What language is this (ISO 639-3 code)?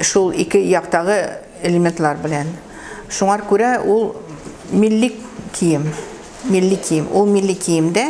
tat